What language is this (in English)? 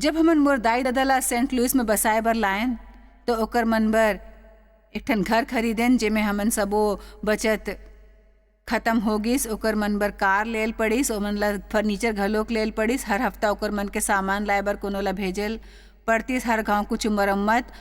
Chhattisgarhi